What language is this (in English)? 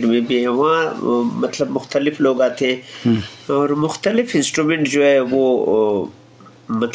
Eastern Balochi